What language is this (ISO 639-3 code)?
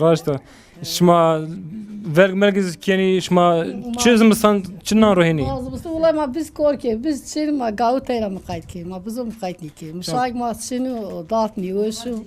zza